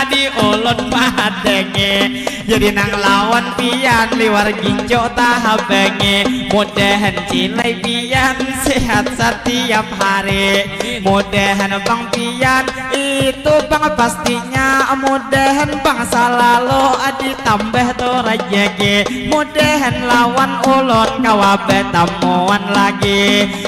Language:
Banjar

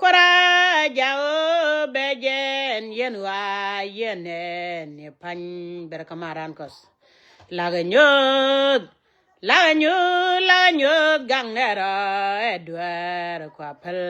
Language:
Nuer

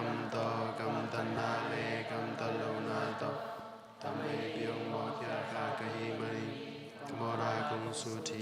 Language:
Tedim Chin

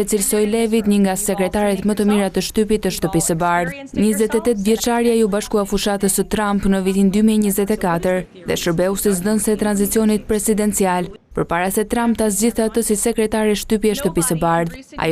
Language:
Albanian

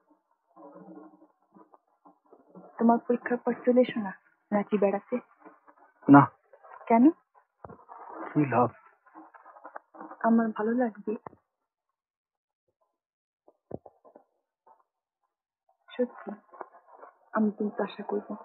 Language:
Bangla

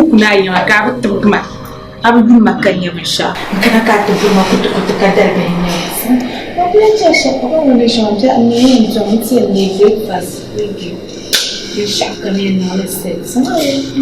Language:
Dagbani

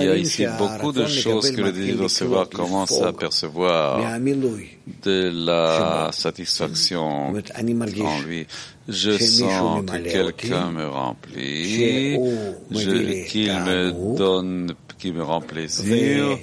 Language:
French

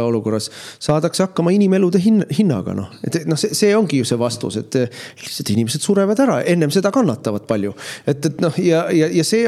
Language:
Estonian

